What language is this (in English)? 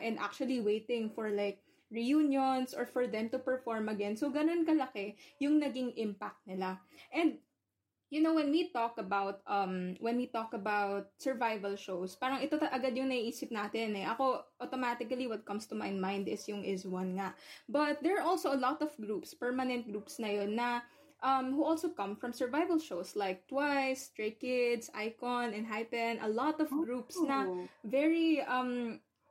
Filipino